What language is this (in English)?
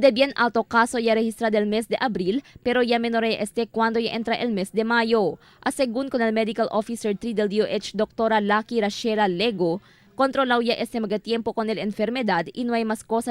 Chavacano